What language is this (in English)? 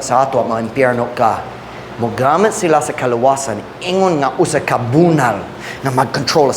Cebuano